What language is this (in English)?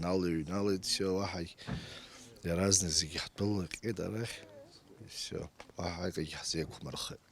Abkhazian